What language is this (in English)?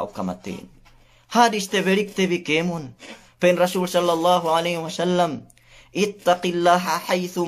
Yakan